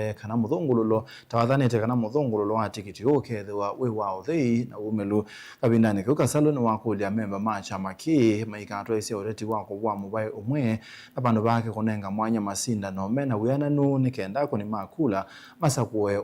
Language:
Kamba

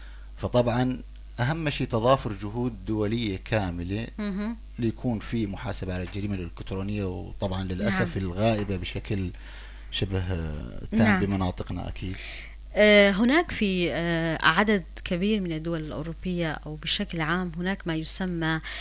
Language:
North Levantine Arabic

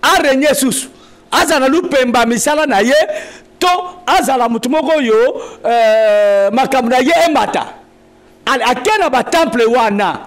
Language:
Lingala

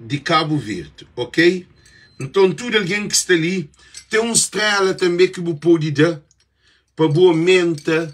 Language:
Kabuverdianu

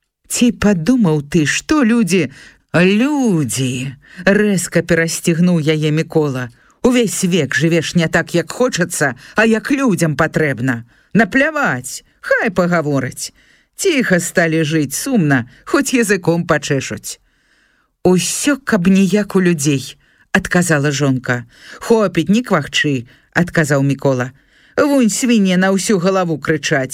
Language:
Belarusian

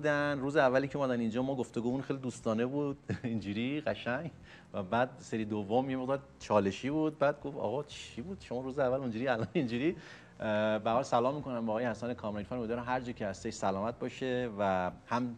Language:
Persian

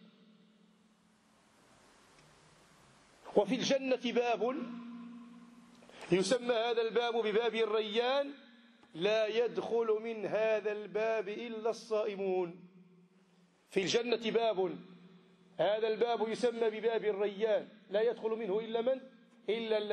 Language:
Arabic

